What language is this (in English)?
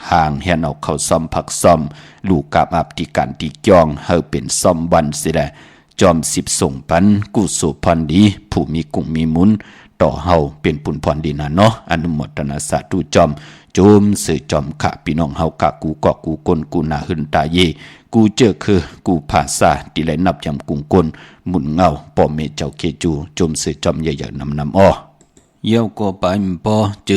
Shan